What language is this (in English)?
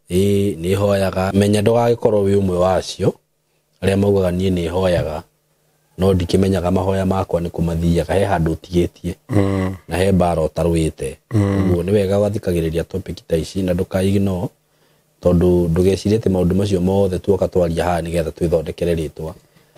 Kikuyu